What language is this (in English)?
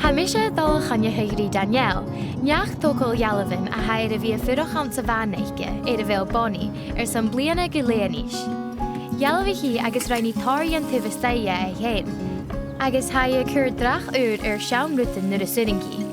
Scottish Gaelic